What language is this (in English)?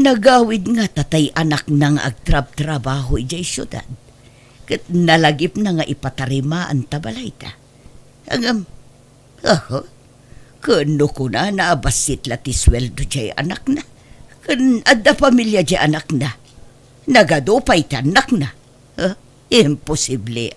Iloko